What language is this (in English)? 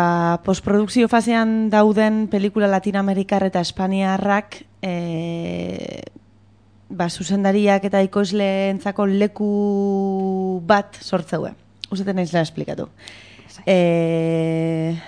Basque